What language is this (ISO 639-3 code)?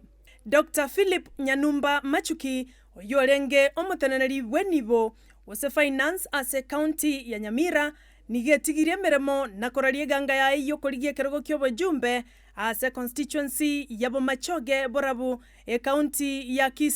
guz